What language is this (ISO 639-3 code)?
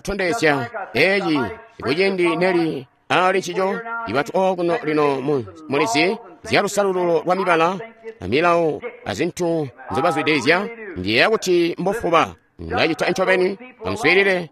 toi